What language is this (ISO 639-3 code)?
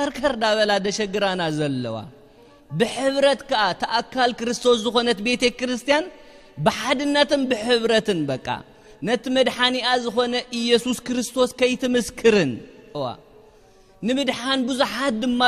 tir